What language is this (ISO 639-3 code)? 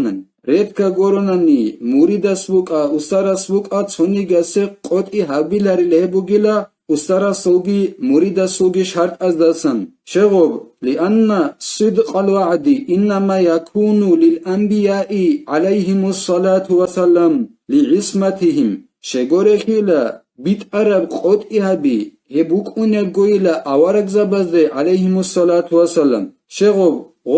ava